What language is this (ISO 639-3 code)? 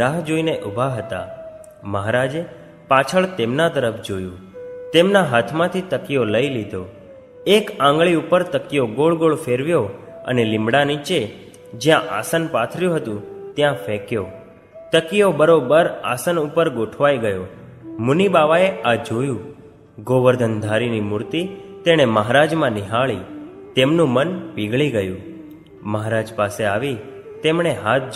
guj